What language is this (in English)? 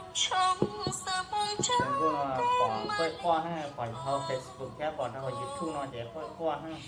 Hmong